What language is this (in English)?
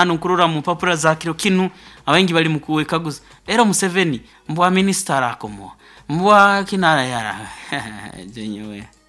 Nyoro